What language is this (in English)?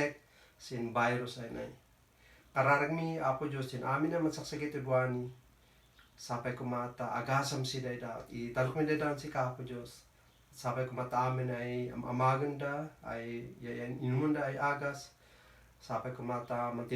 Kankanaey